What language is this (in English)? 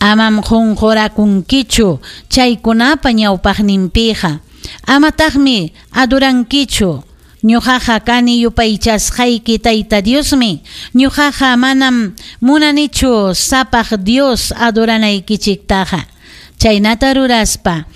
Ayacucho Quechua